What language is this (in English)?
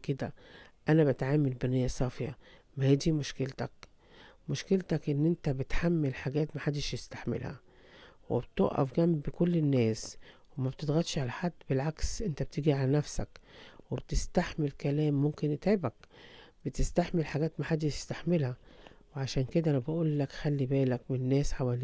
Egyptian Arabic